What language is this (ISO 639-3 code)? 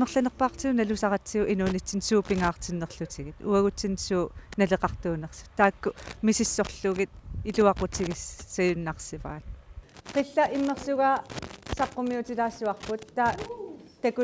kal